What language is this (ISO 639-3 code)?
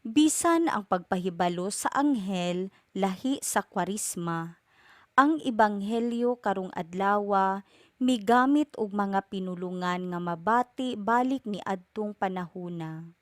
ceb